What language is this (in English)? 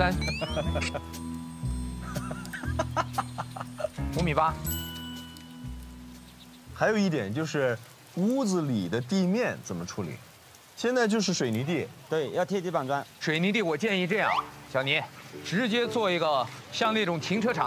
Chinese